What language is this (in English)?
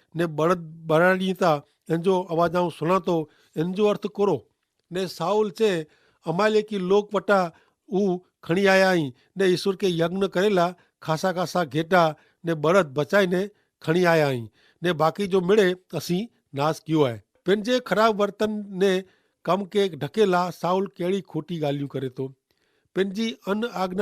Kachhi